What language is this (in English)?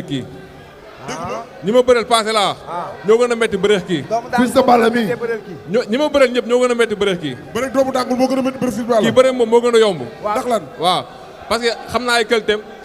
Wolof